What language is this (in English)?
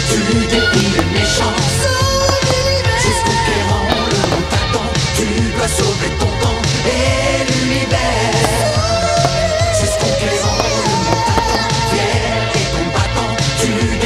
French